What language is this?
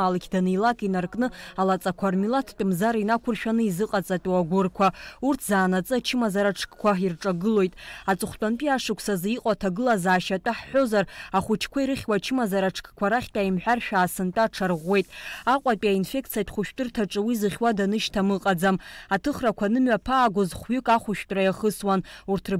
Abkhazian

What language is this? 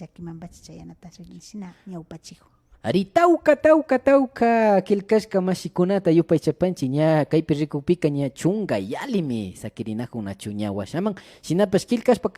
Imbabura Highland Quichua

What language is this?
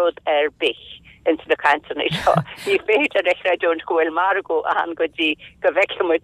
Irish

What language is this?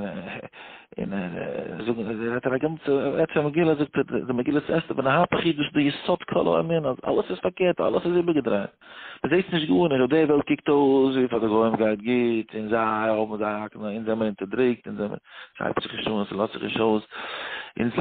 Yiddish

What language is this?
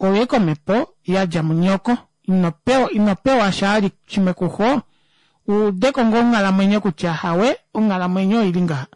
Kuanyama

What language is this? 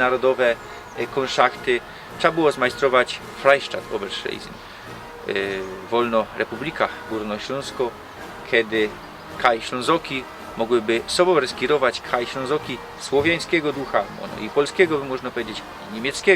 Silesian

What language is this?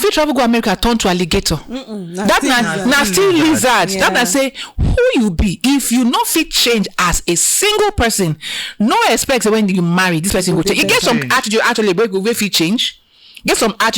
Nigerian Pidgin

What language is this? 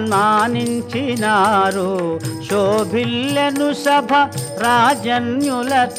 Telugu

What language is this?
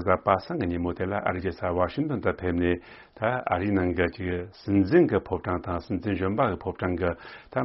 Tibetan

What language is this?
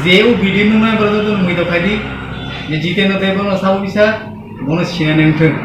Kok Borok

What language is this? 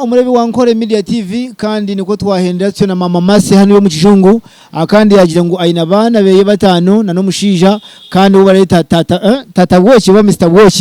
Nyankole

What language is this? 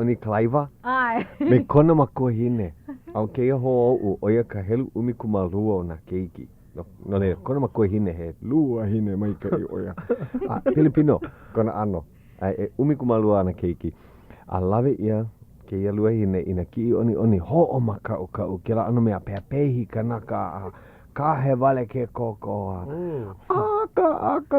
Hawaiian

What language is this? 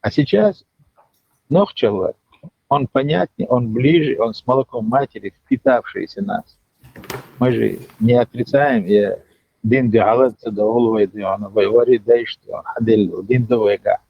Chechen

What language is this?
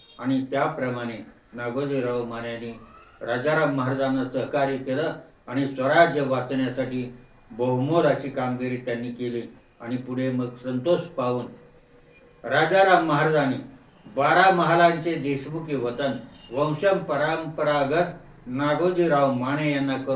Marathi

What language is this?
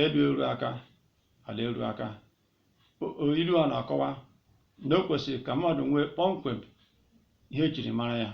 Igbo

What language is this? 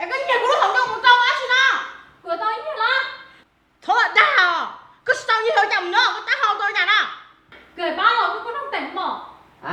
Hmong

